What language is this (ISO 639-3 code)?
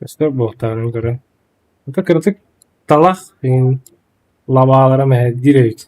sah